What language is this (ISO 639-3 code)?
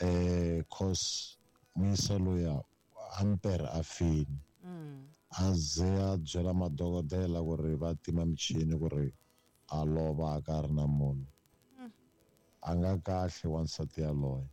tso